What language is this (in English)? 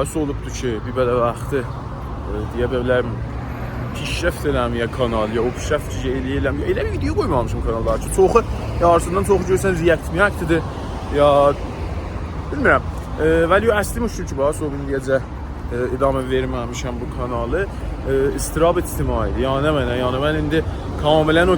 South Azerbaijani